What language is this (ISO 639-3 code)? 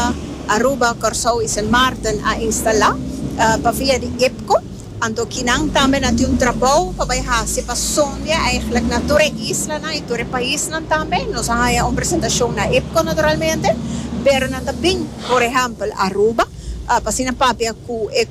pap